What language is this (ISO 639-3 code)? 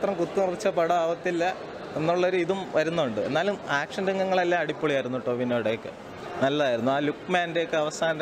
mal